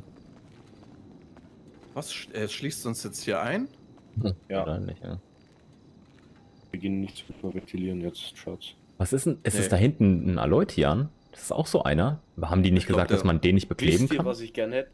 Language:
German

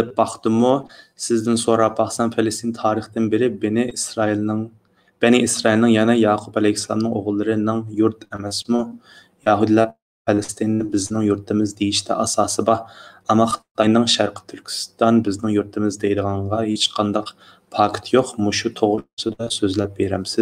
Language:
Uyghur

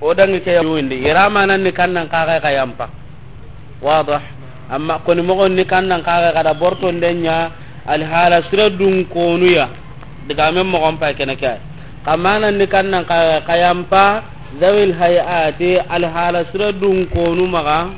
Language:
Soninke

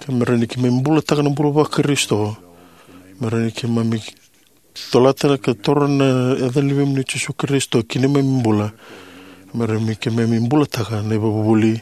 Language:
Fijian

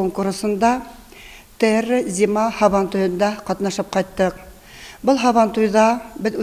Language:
Bashkir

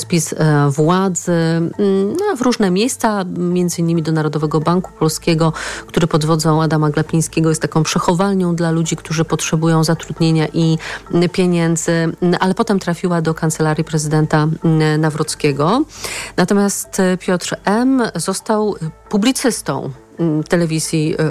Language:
Polish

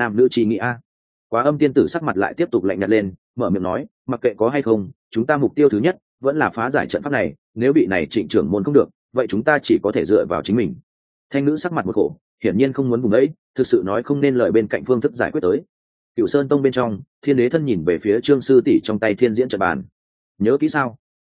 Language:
Vietnamese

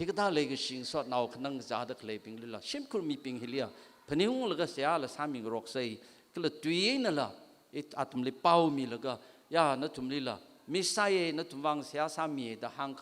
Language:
Tangkhul Naga (India)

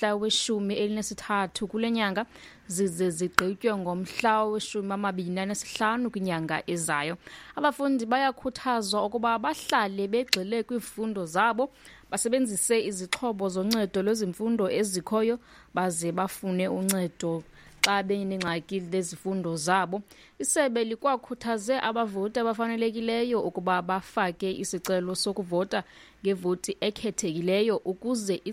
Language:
Xhosa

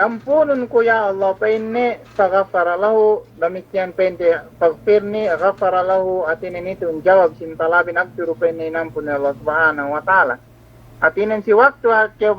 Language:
Yakan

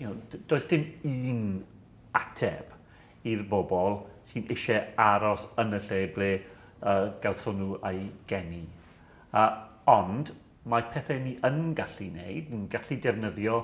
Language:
Welsh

